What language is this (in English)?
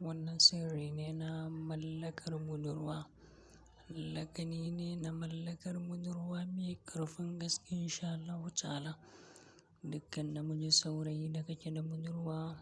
Hausa